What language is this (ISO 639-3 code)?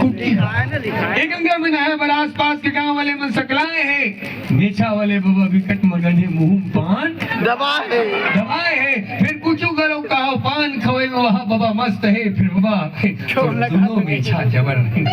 hne